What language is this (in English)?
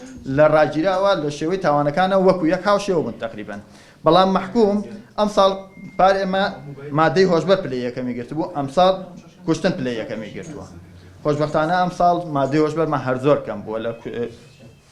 Central Kurdish